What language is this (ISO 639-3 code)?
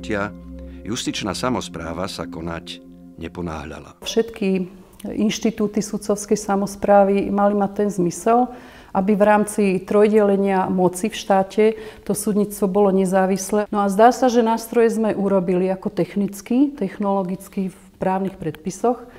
slk